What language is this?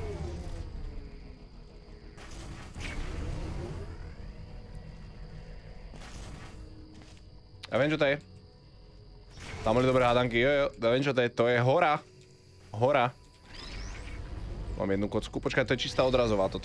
Slovak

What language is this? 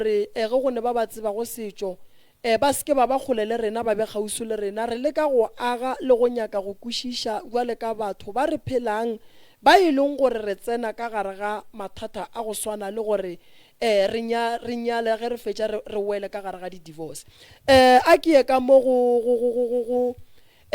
Northern Sotho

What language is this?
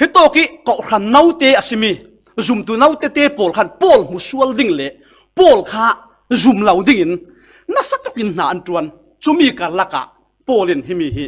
Falam Chin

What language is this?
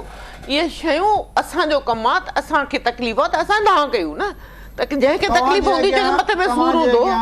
Sindhi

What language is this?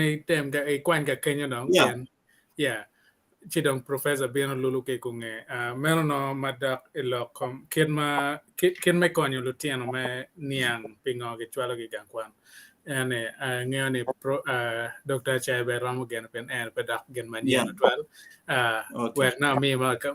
Acoli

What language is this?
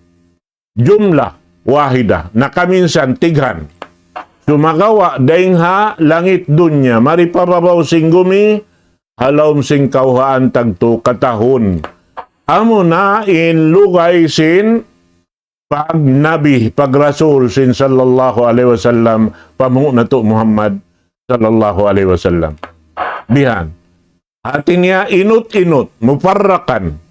Tausug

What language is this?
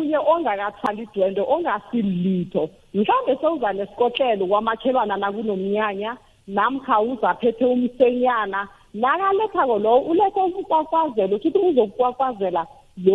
South Ndebele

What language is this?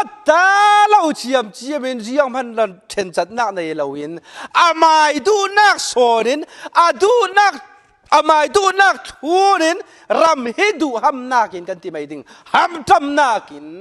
Falam Chin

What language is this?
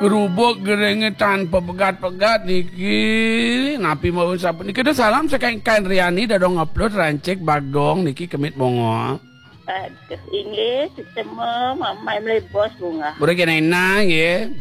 Balinese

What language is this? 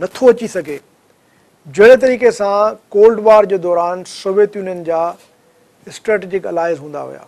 Sindhi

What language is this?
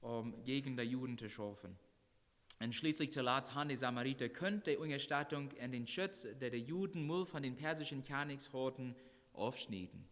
Plautdietsch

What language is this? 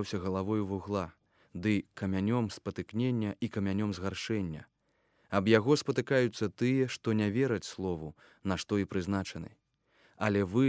Belarusian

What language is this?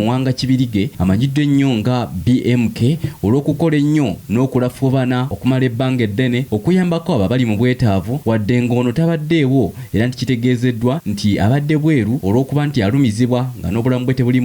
Ganda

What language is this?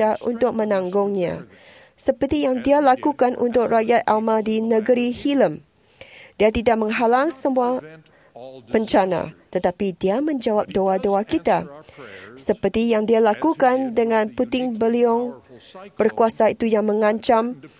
Malay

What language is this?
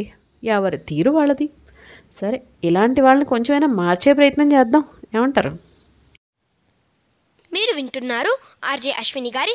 Telugu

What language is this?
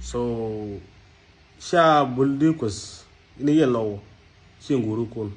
Nuer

